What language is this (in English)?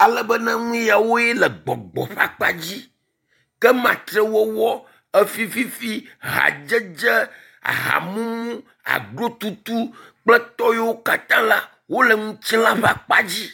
Ewe